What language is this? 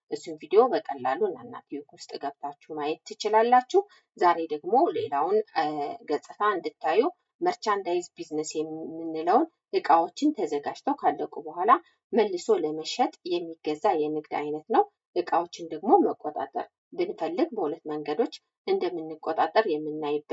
Amharic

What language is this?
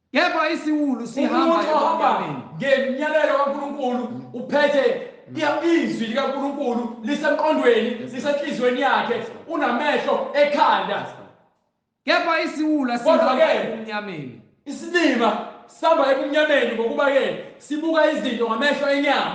Zulu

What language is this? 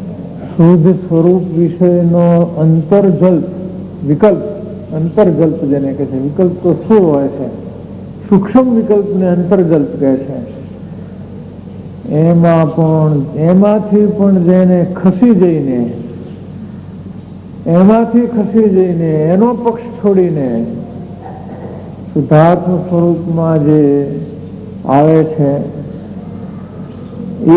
Gujarati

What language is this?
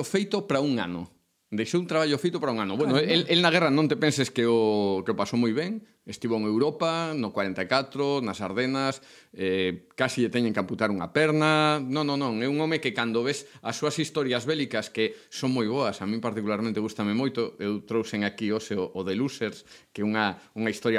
Galician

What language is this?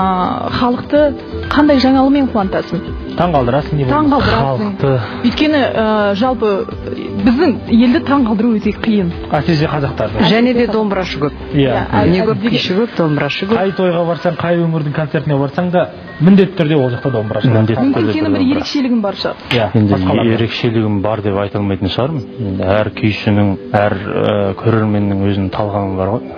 Kazakh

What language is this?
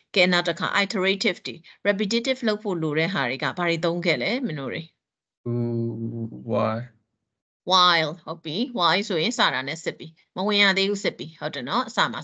Burmese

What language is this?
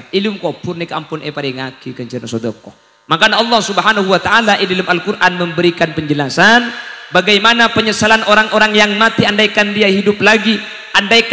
Madurese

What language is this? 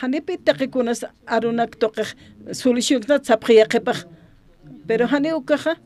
Aymara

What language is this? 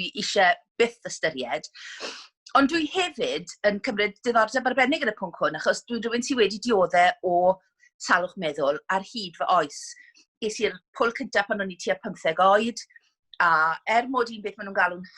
Welsh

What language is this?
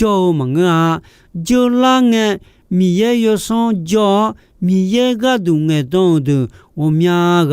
Akha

